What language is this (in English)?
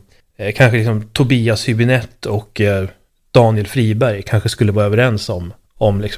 Swedish